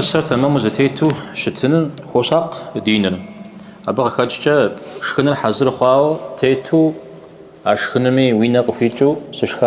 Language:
Kabardian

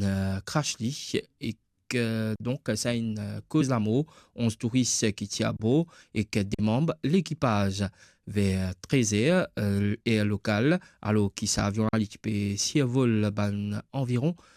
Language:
Morisyen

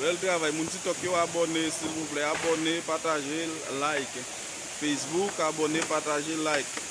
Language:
Haitian Creole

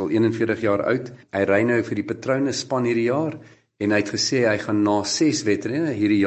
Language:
Afrikaans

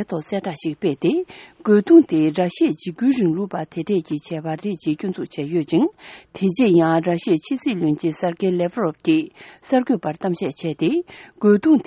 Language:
Tibetan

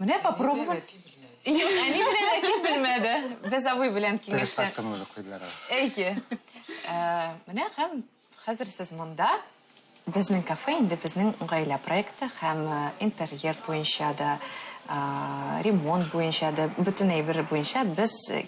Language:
Tatar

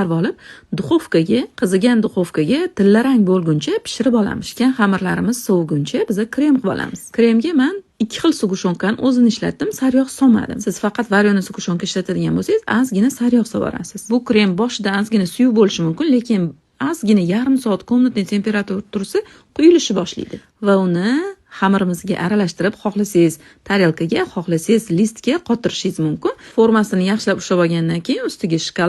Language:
Uzbek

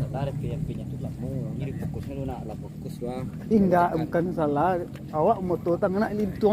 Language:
Minangkabau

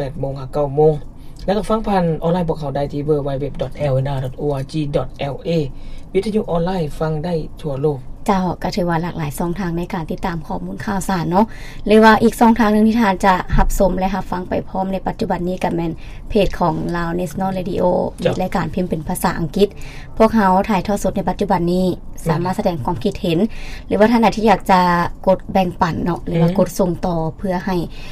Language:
Lao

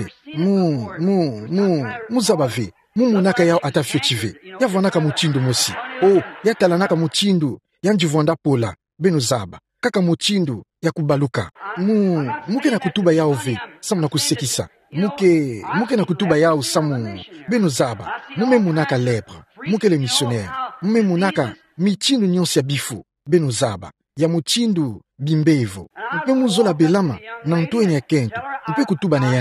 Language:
Kituba (Democratic Republic of Congo)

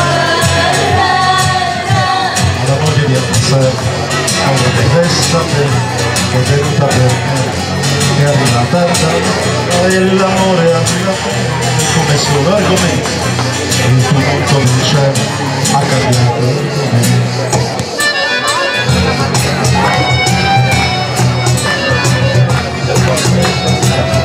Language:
Italian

